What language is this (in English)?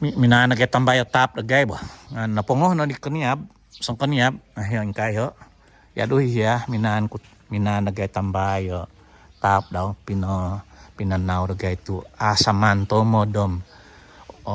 Central Dusun